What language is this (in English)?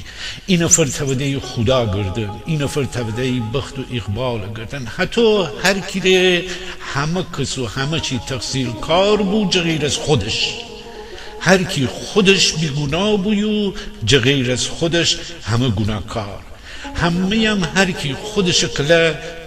Gilaki